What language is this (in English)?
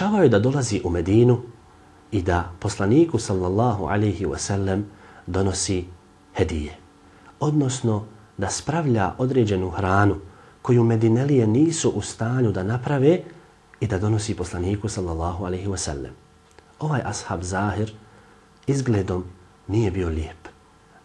Bosnian